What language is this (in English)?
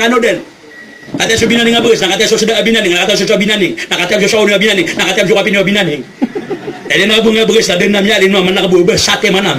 Maranao